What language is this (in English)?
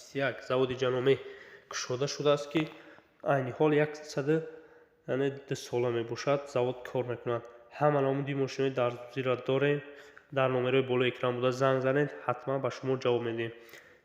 Tajik